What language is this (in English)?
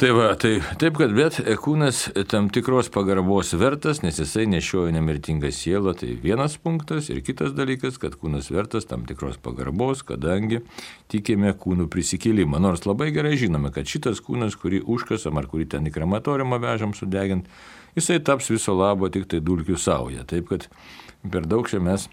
Lithuanian